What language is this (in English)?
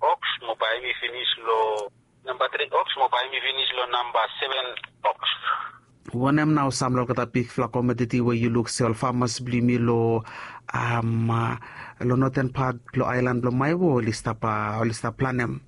Bislama